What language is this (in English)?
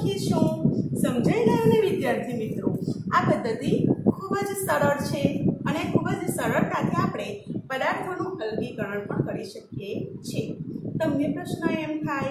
Gujarati